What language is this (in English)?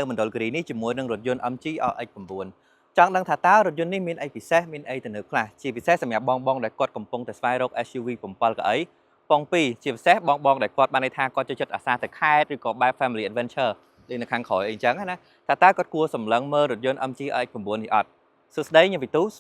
Khmer